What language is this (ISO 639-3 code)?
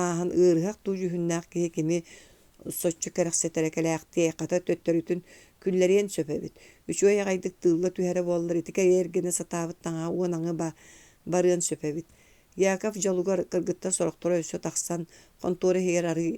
sah